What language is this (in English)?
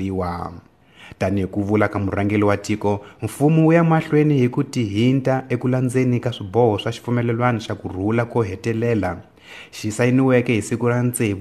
Tsonga